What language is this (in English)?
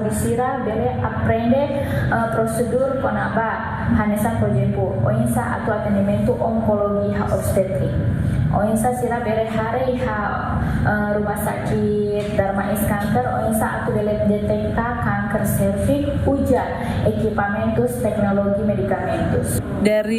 Tetum